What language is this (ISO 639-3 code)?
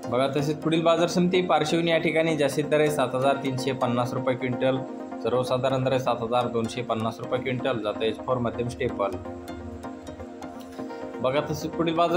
mar